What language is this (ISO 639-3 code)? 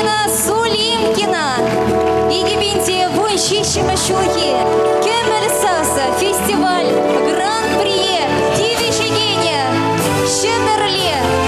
chv